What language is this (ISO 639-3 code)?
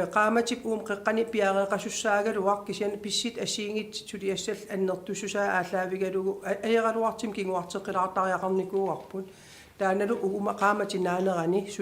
kal